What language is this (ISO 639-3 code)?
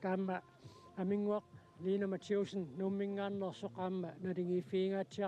kal